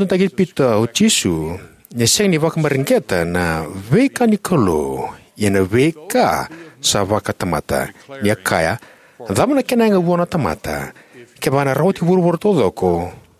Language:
Fijian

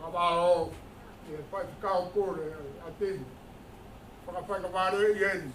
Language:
Tongan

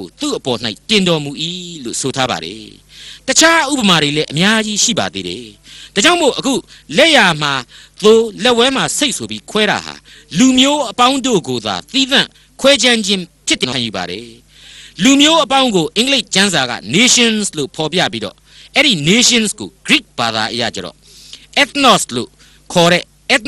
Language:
Burmese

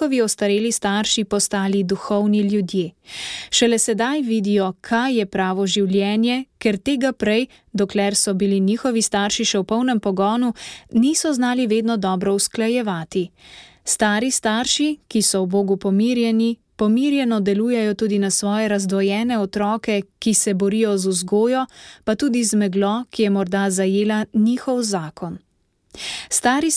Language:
Slovenian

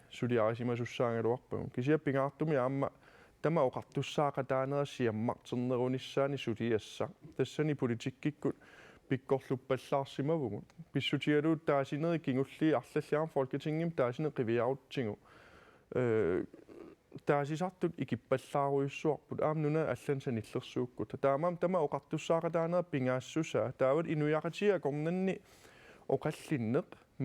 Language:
Kalaallisut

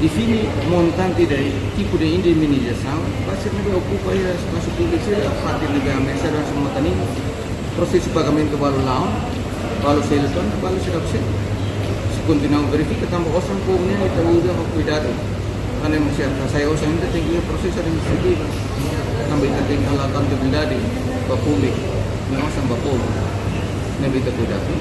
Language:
Tetum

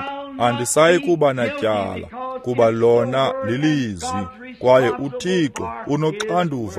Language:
Xhosa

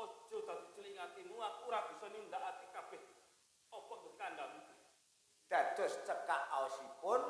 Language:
Javanese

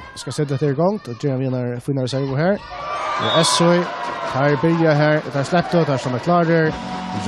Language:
Faroese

